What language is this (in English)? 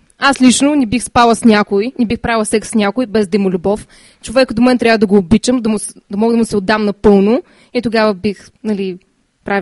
Bulgarian